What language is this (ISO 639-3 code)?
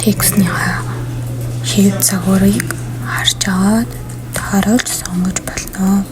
mon